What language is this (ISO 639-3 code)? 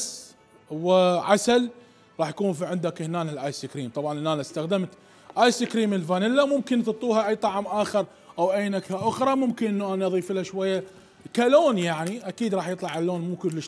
acm